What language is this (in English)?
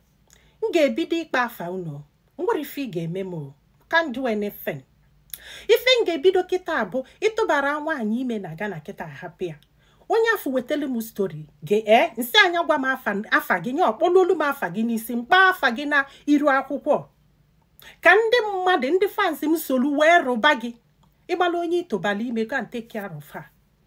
Igbo